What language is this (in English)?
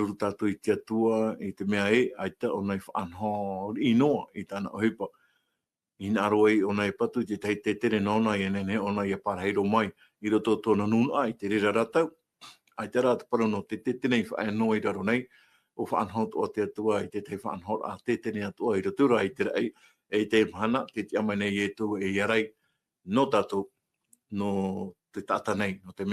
Tahitian